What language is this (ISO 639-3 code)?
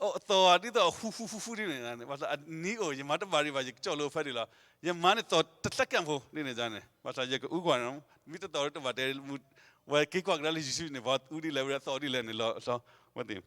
ksw